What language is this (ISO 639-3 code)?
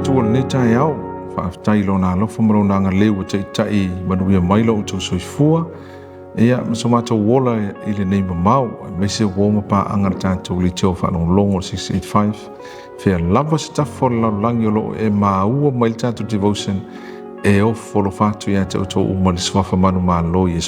smo